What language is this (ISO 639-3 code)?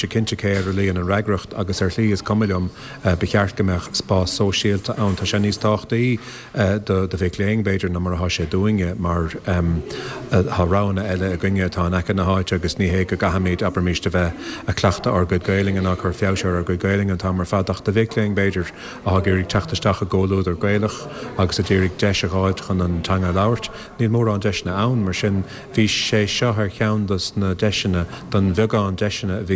gle